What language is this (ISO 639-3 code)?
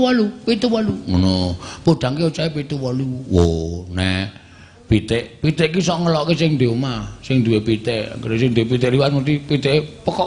jav